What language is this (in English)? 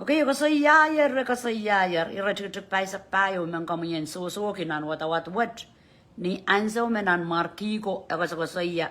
Pohnpeian